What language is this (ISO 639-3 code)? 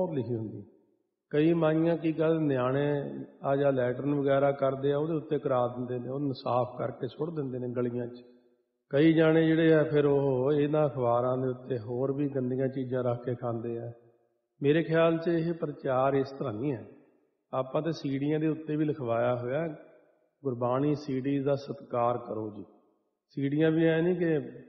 pan